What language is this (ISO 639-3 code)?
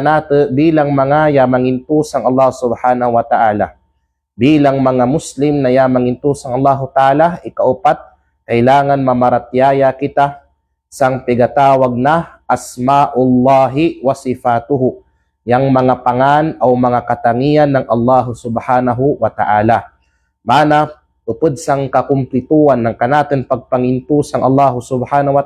kqe